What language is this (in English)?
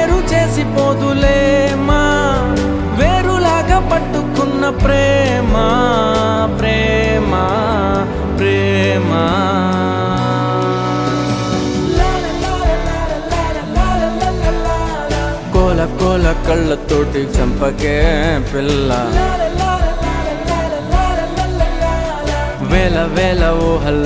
Telugu